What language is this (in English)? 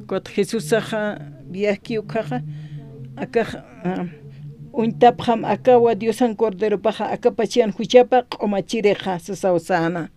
Aymara